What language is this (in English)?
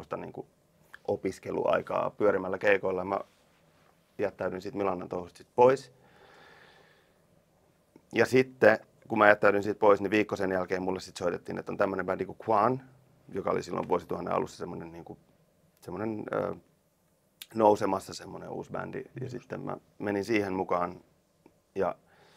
Finnish